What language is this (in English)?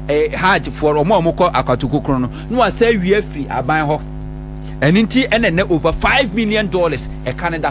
Akan